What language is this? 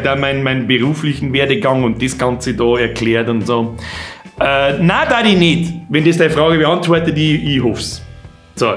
Bavarian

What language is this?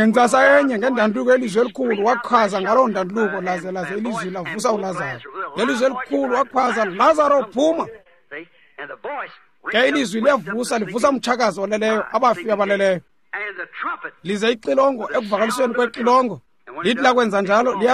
Xhosa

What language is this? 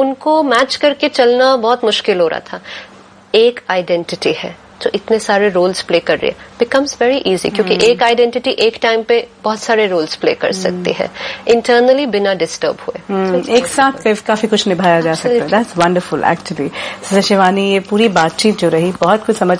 Hindi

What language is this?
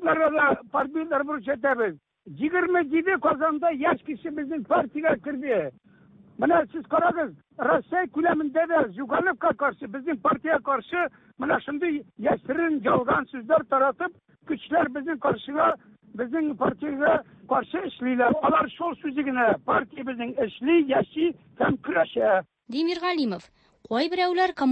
Tatar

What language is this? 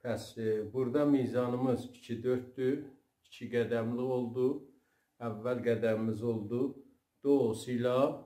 South Azerbaijani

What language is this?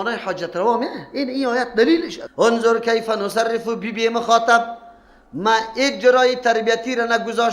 Persian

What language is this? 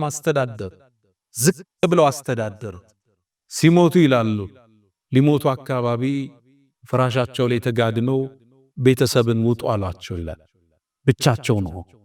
Amharic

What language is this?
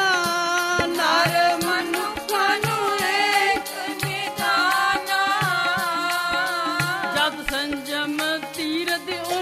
Punjabi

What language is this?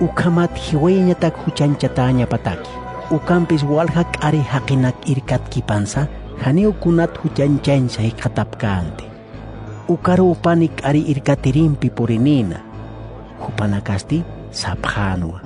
Aymara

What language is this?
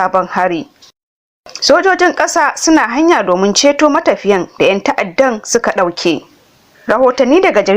Hausa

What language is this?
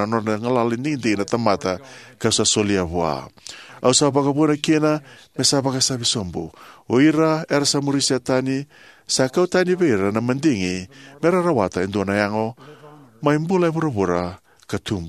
Fijian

